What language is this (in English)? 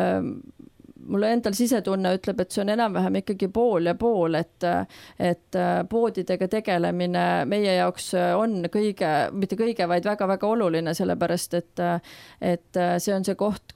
Estonian